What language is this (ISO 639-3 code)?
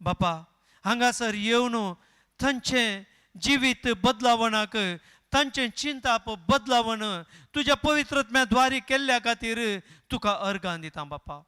kok